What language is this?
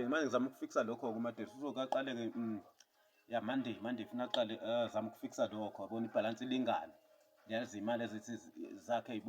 Zulu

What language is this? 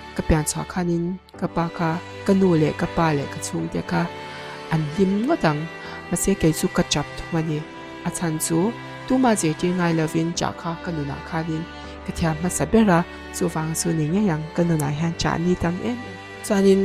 Mizo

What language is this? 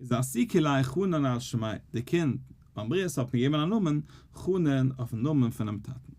Yiddish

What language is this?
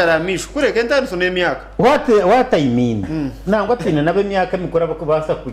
Nyankole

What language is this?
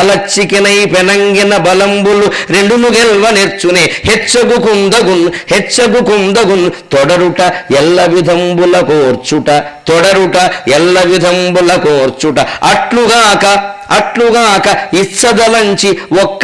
Telugu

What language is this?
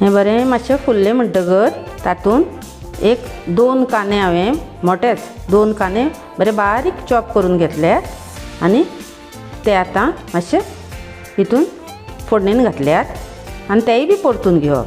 Konkani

